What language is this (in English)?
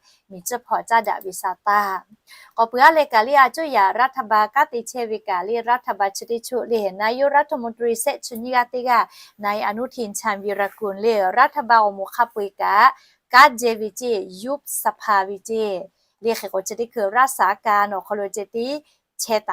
Lahu